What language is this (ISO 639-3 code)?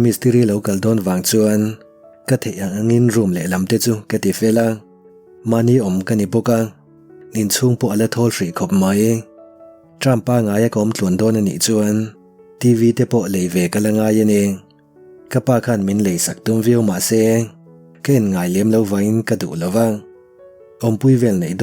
lus